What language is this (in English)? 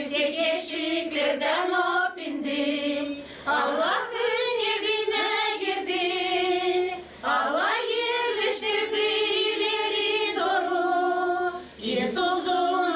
Gagauz